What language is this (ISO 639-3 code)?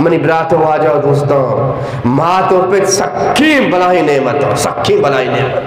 bgp